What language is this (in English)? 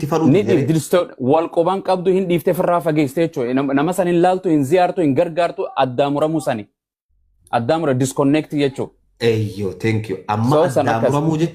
Oromo